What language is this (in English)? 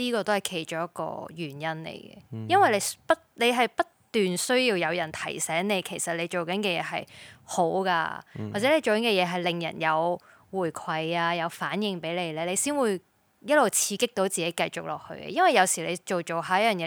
Cantonese